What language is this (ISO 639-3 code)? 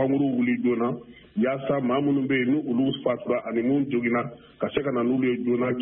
bam